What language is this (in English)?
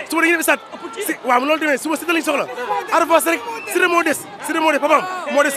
Wolof